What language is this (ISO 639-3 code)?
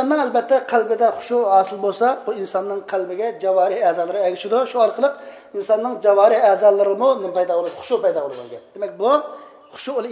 uig